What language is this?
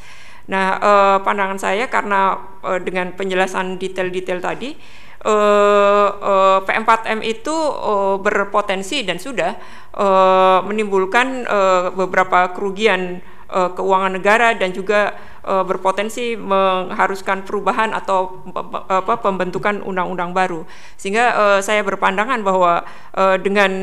Indonesian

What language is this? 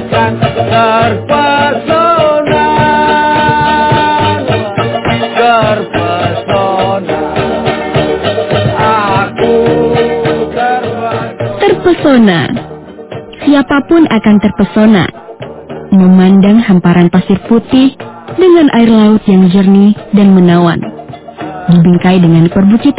Indonesian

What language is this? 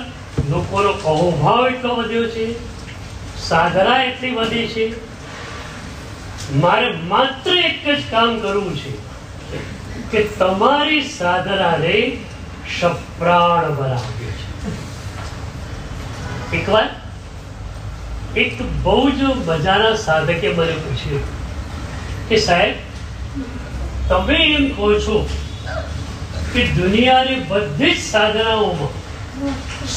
Gujarati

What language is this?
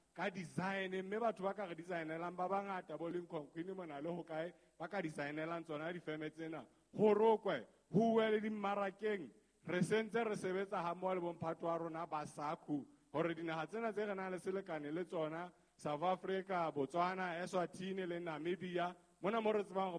Southern Sotho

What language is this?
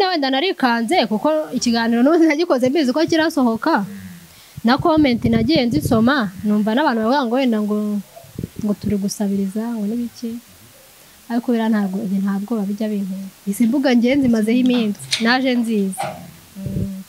Kinyarwanda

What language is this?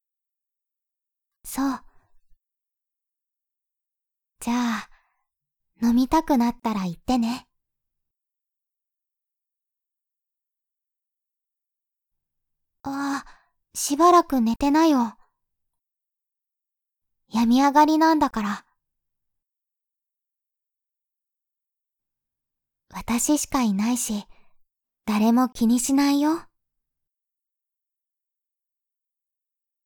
Japanese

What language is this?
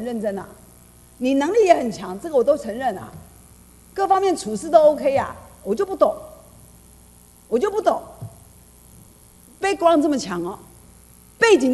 Chinese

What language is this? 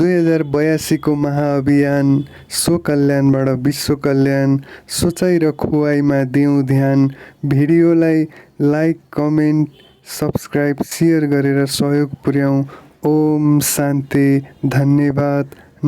Nepali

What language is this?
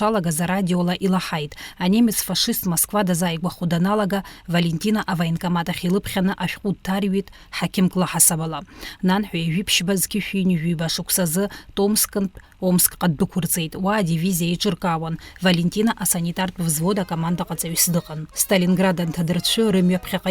Abkhazian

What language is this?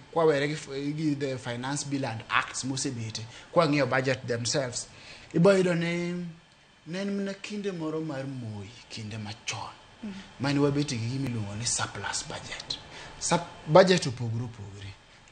Luo (Kenya and Tanzania)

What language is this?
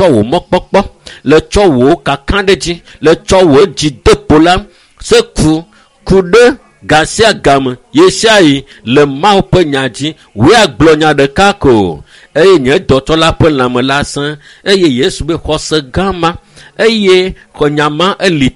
Ewe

